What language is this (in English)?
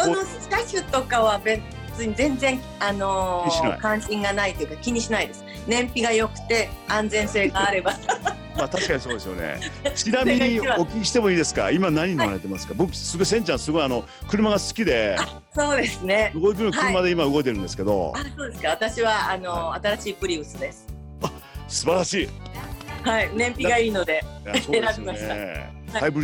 Japanese